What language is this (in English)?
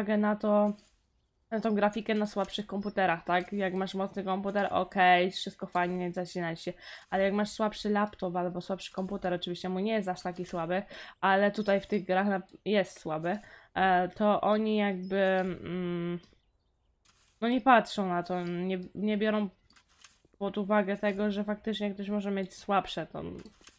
Polish